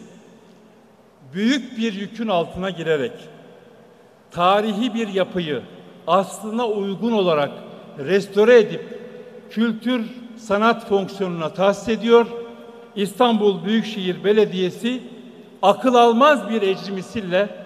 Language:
Turkish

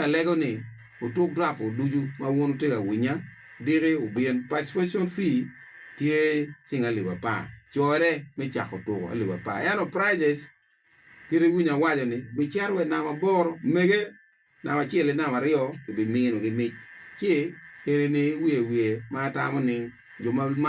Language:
Acoli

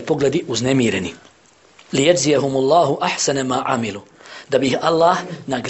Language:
Bosnian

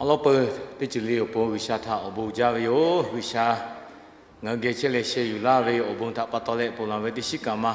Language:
Lahu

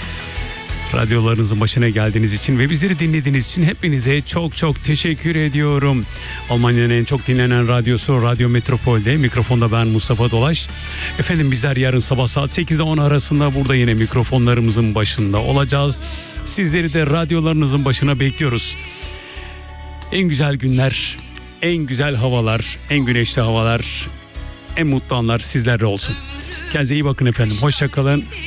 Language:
Turkish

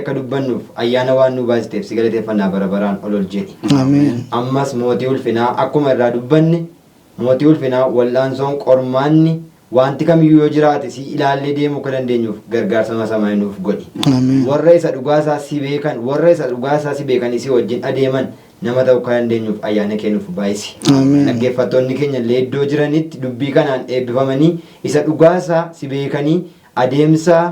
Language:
Oromo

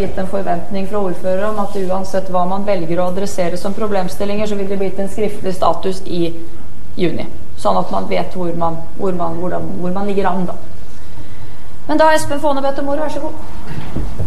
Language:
Norwegian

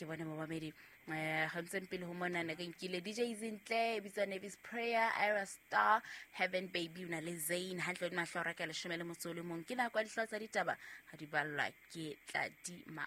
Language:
Southern Sotho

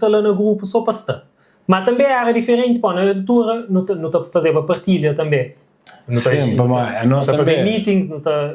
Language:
Kabuverdianu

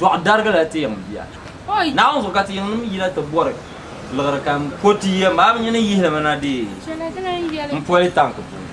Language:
Dagbani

